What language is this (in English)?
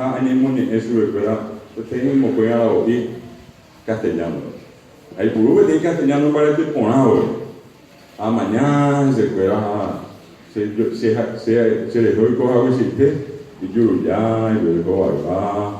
Guarani